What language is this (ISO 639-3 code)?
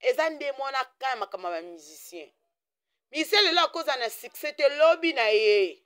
lin